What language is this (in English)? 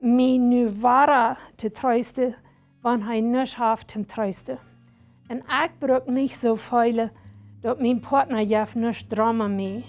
Plautdietsch